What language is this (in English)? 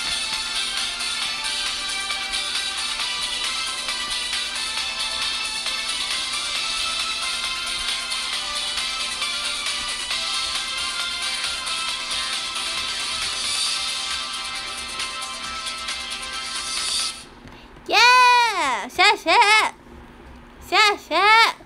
Chinese